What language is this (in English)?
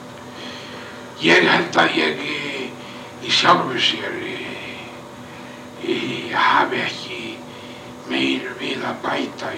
Icelandic